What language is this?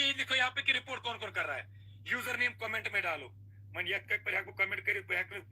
Kashmiri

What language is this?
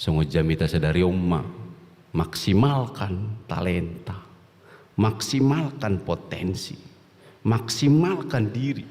Batak Toba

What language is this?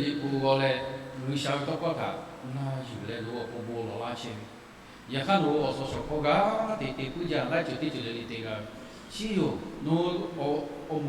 Lahu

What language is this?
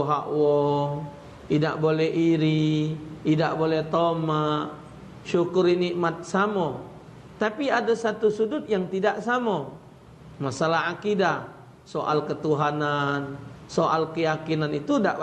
Musi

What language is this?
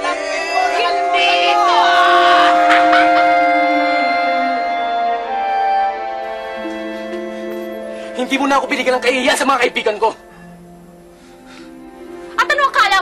Filipino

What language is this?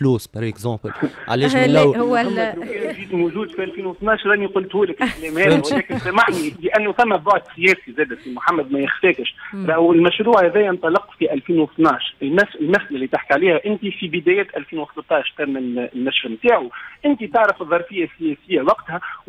Tunisian Arabic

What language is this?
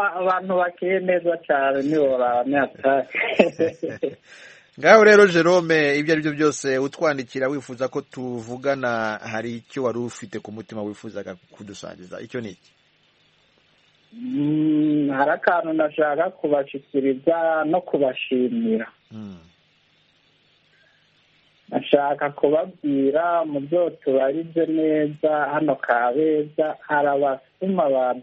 Kinyarwanda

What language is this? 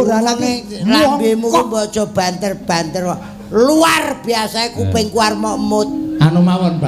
Javanese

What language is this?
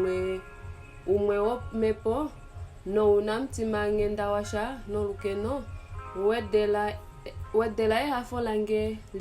Kuanyama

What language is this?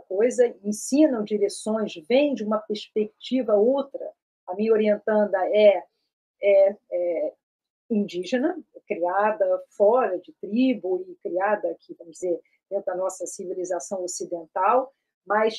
Portuguese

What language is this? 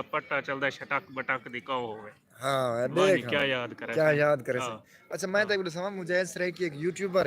Saraiki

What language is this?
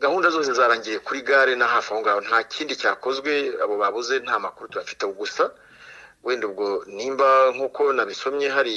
Kinyarwanda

